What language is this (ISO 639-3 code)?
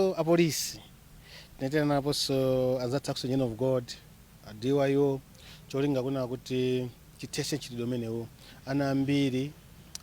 nya